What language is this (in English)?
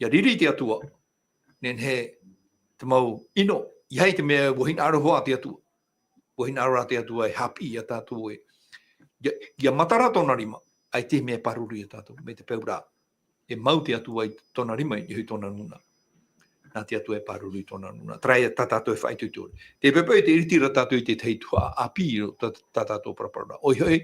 Tahitian